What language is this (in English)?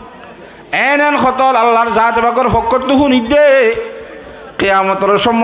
Rohingya